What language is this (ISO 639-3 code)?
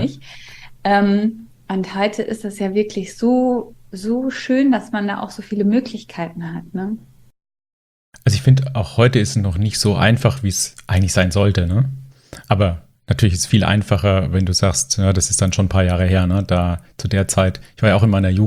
deu